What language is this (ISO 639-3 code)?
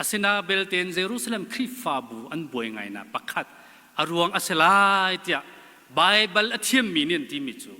cnh